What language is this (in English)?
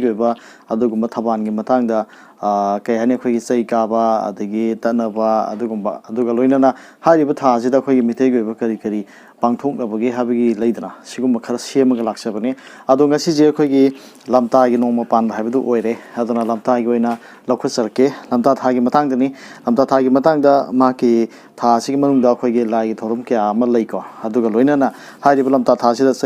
Manipuri